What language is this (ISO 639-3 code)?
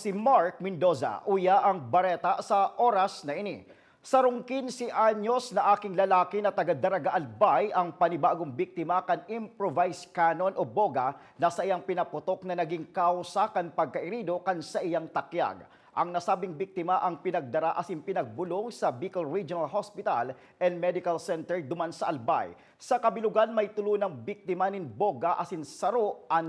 bik